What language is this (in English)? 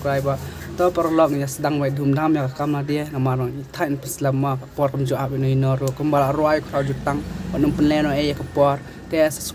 Khasi